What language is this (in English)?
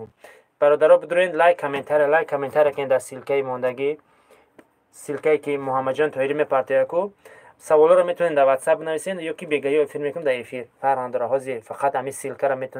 Tajik